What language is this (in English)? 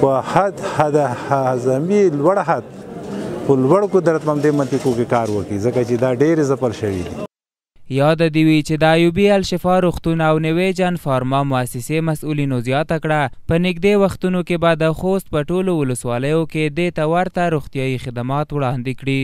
Pashto